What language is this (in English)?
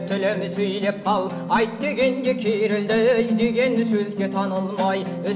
Kazakh